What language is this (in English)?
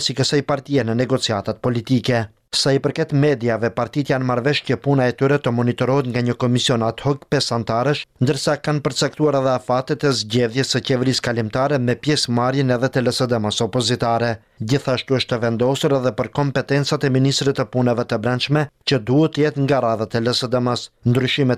Albanian